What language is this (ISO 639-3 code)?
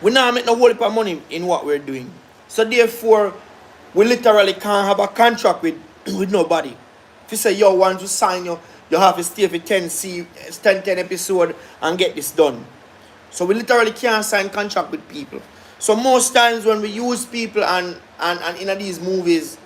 jam